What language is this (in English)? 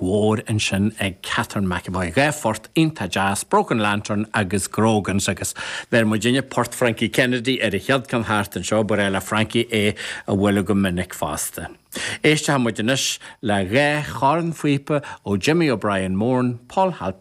Irish